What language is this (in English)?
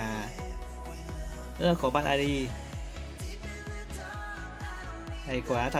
Vietnamese